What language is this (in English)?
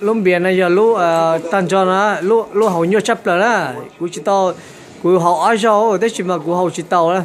Hmong